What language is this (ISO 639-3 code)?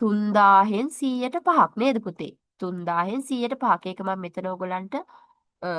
sin